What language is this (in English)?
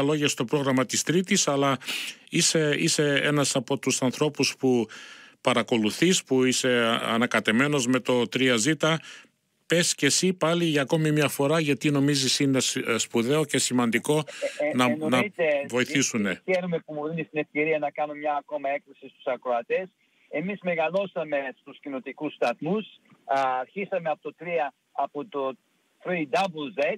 Greek